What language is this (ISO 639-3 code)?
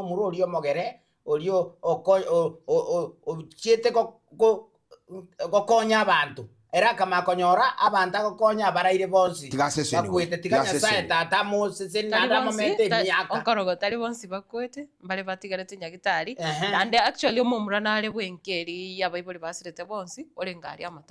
guz